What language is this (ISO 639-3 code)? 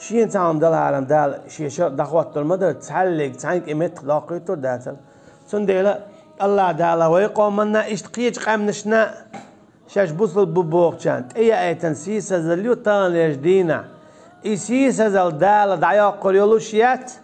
che